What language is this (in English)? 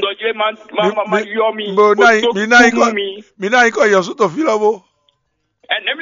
Fon